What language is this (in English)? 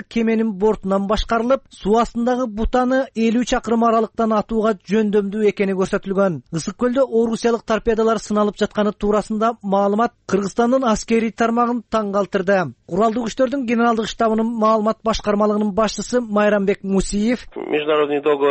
Kyrgyz